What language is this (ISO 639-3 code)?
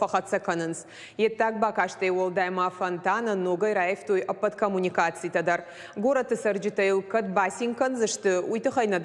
oss